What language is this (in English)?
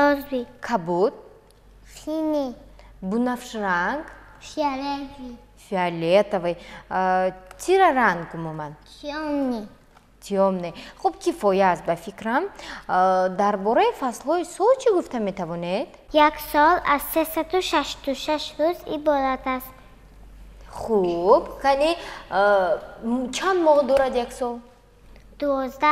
Tajik